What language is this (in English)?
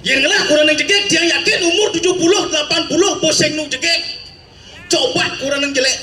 Balinese